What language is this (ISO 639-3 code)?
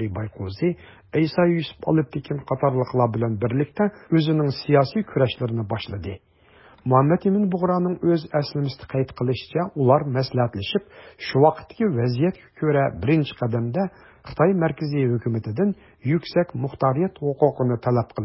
uig